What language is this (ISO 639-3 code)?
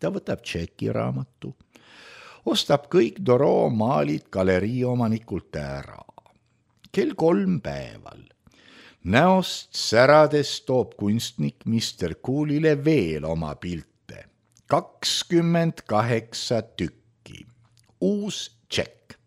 est